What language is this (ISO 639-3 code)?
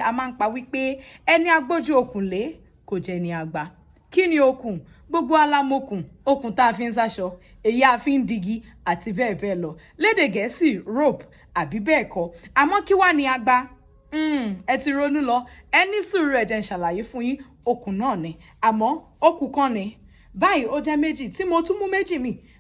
yor